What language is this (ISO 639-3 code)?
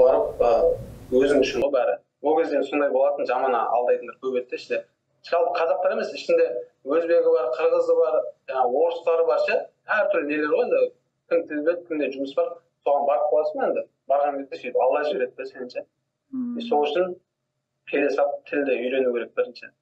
kaz